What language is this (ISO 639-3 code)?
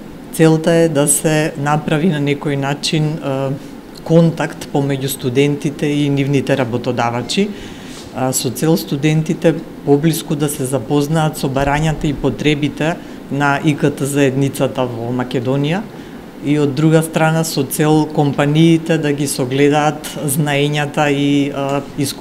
mkd